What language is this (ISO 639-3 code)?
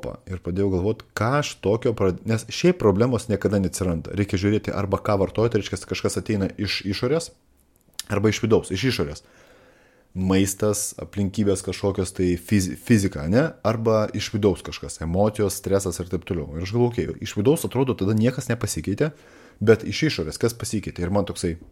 lit